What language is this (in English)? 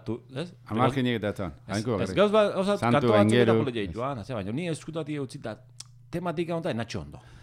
Basque